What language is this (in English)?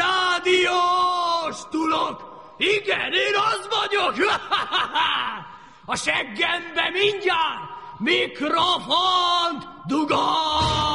Hungarian